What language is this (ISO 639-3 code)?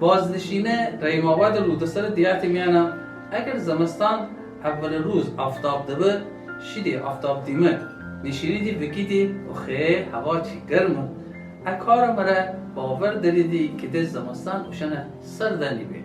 glk